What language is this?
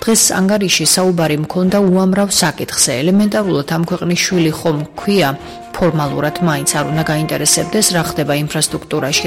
Georgian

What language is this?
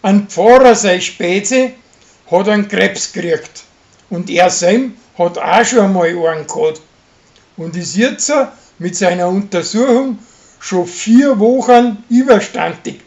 Bavarian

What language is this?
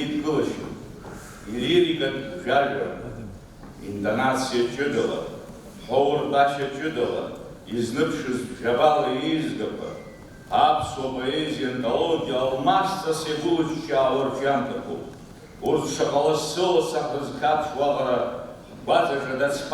Abkhazian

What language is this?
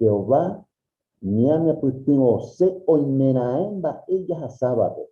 Guarani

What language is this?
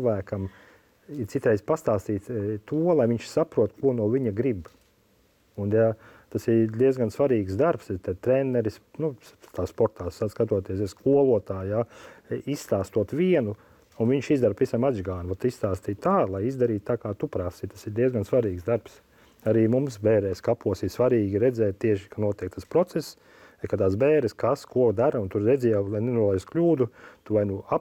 Latvian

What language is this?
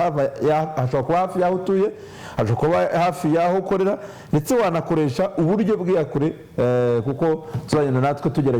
Kinyarwanda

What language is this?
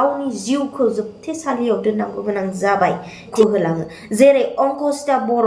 Bodo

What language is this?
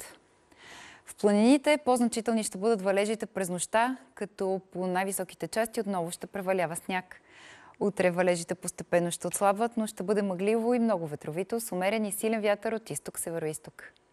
Bulgarian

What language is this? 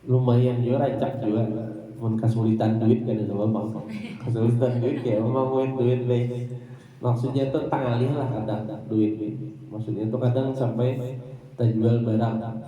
Banjar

